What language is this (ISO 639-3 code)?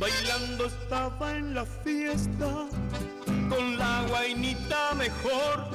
grn